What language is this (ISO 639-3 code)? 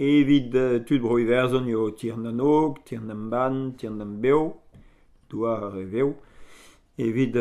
bre